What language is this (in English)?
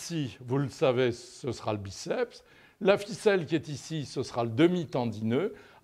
French